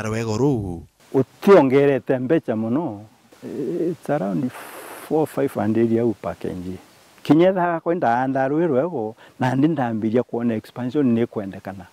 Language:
Meru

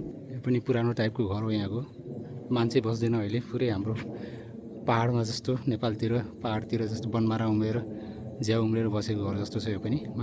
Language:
Nepali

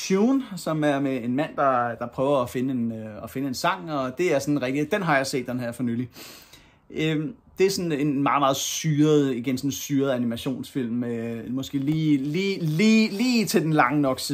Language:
Danish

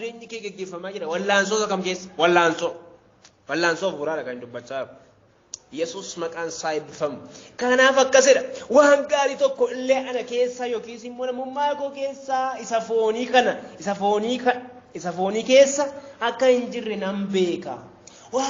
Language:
Oromo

